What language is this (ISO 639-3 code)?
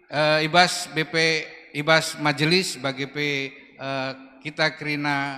btx